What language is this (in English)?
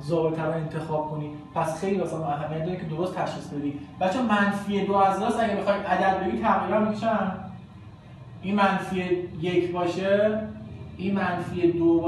Persian